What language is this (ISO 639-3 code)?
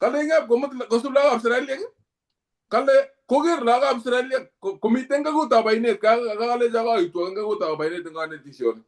kln